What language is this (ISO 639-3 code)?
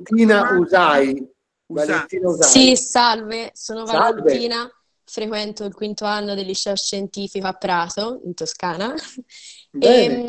ita